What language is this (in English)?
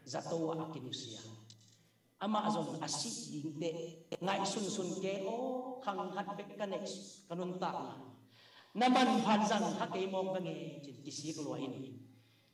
Tedim Chin